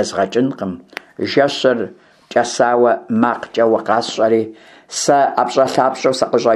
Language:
Kabardian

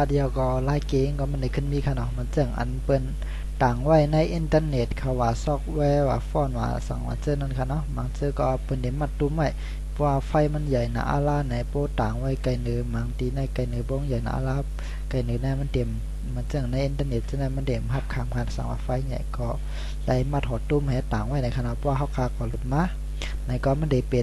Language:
Shan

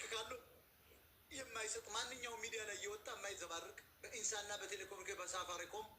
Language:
Amharic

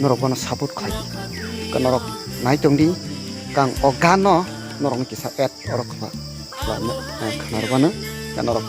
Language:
Kok Borok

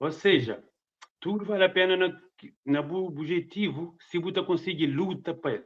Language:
Kabuverdianu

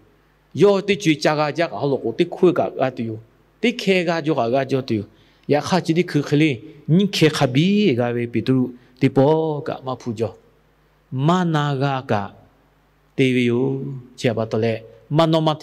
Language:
Lahu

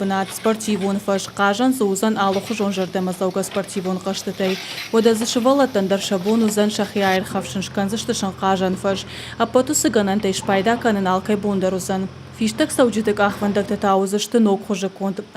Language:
Ossetic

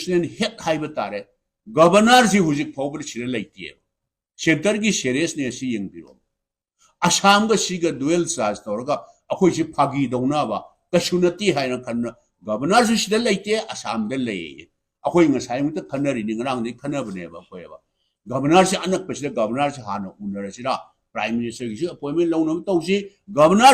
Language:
Manipuri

